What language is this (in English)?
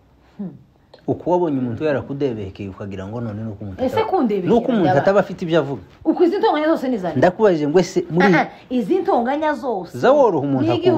Kinyarwanda